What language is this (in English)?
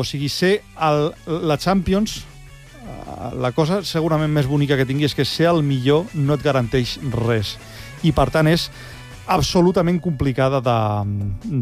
Catalan